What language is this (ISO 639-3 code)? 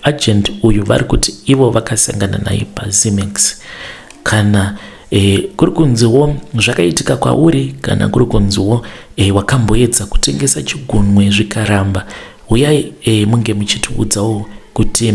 sna